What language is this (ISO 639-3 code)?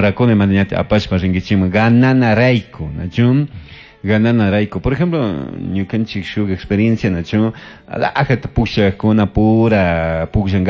qug